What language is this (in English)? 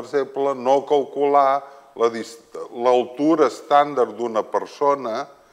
Catalan